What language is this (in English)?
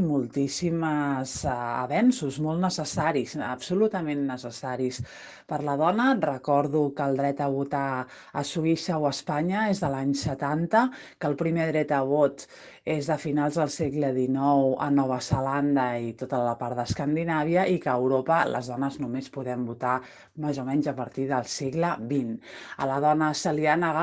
Catalan